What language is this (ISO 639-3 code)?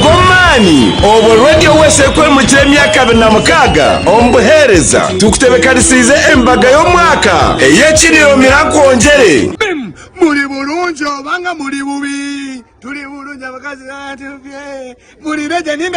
nyn